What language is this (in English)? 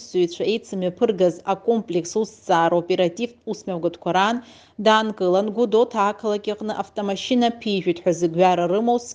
Abkhazian